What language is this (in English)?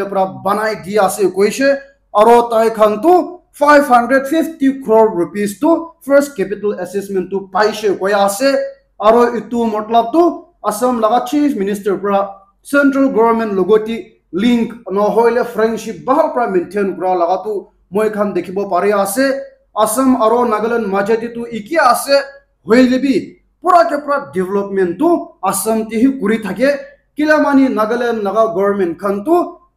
Naga Pidgin